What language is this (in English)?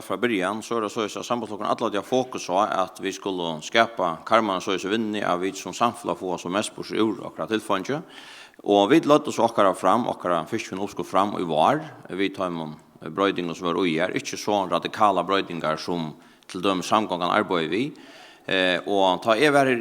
Faroese